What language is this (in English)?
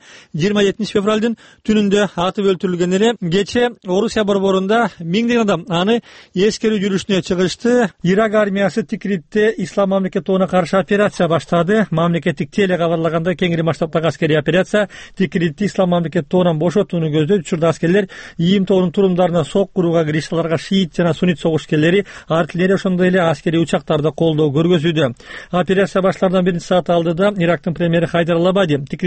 Kyrgyz